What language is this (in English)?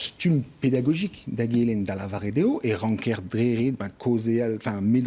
Breton